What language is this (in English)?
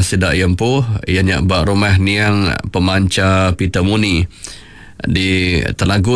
Iban